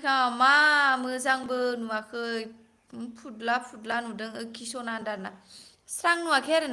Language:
Bodo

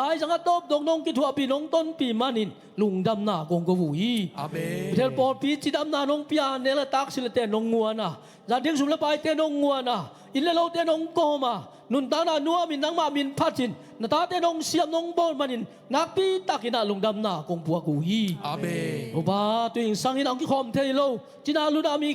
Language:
Tedim Chin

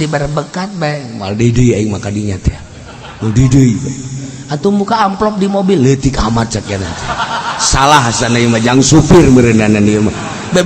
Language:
Sundanese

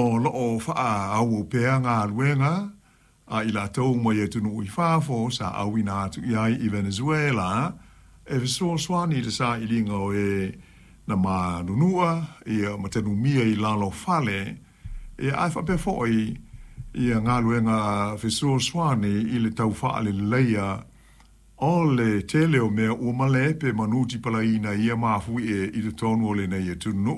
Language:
Samoan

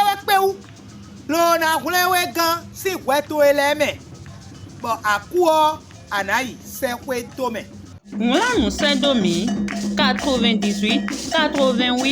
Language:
Fon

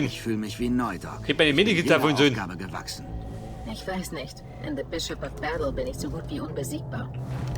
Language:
Bavarian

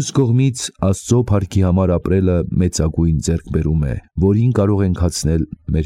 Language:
Armenian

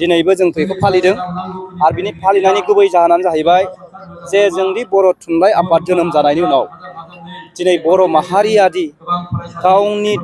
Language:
Bodo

